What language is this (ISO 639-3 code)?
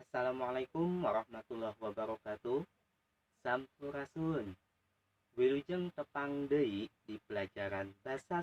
sun